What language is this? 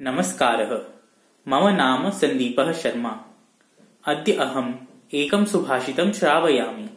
Sanskrit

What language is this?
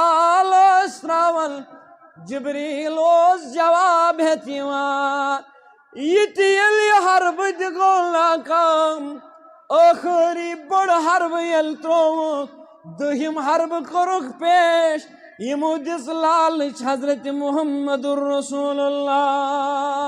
Kashmiri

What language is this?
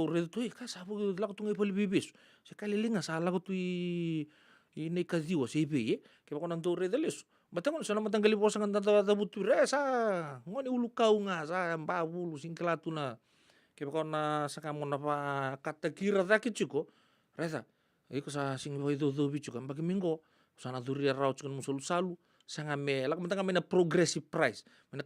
Fijian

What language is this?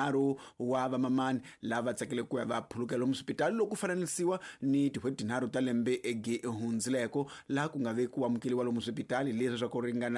Tsonga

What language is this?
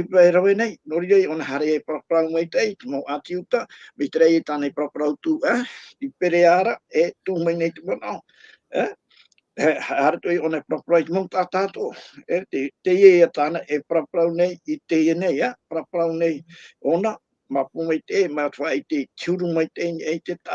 Tahitian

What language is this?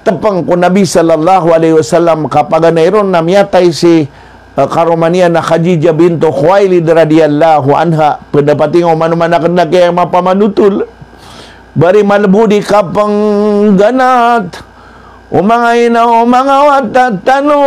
Maranao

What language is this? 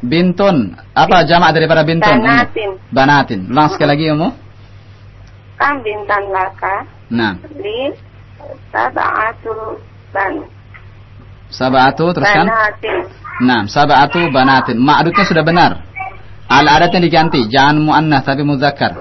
Indonesian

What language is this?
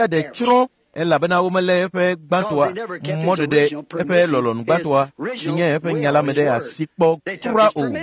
Ewe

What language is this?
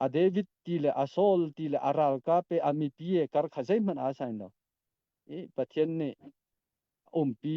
Hakha Chin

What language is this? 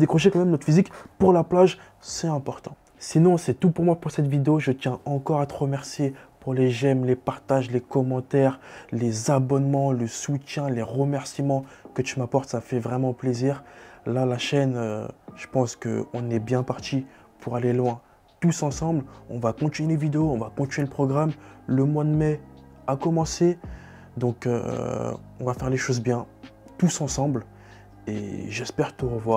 French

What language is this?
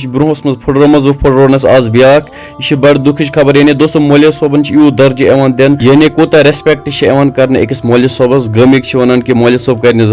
Kashmiri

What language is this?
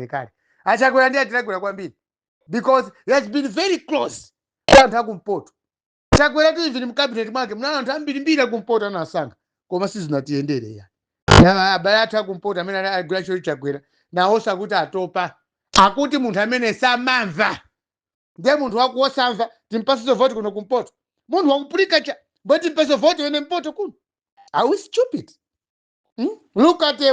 Nyanja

